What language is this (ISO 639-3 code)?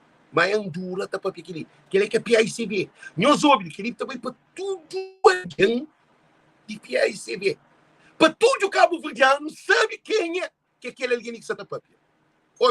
kea